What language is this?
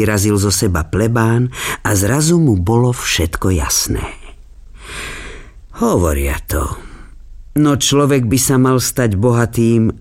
Slovak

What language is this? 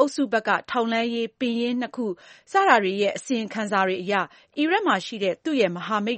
Burmese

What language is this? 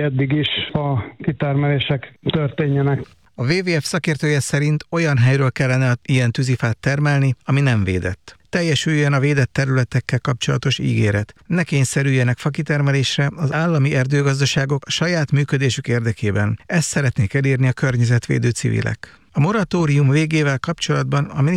Hungarian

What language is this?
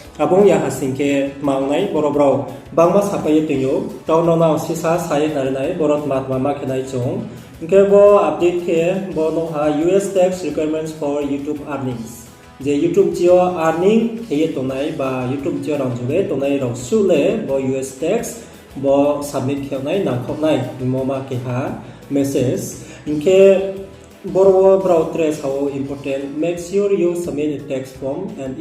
Riang (India)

